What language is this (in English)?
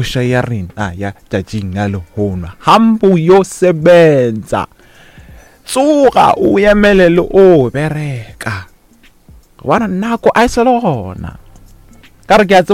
Northern Sotho